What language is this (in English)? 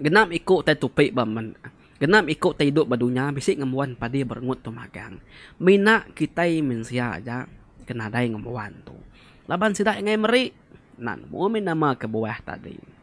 Iban